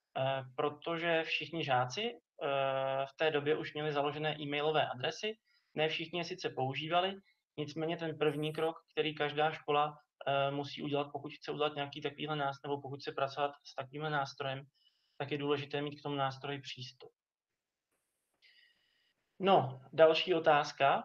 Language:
Czech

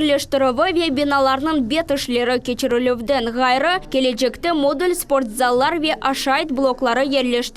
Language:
Crimean Tatar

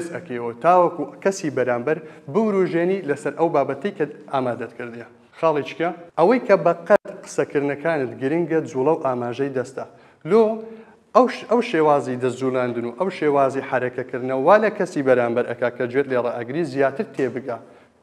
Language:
Central Kurdish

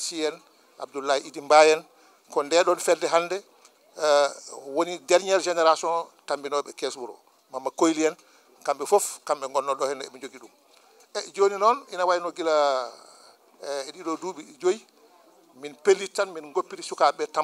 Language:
Fula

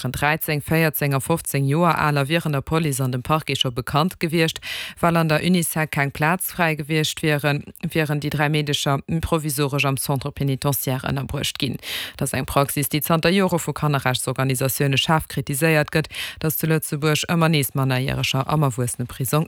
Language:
Luxembourgish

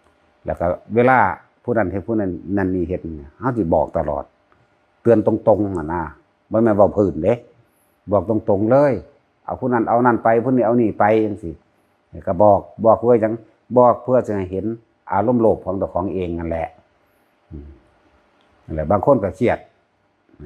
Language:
Northeastern Thai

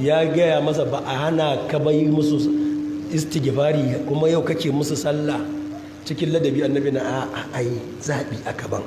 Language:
Hausa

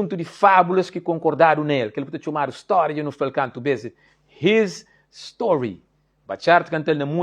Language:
Kabuverdianu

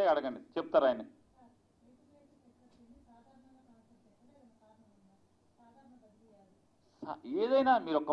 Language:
Telugu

